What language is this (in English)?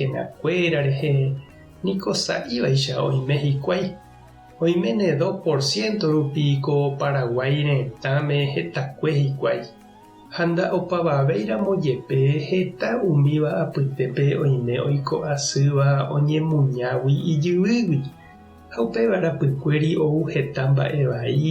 Guarani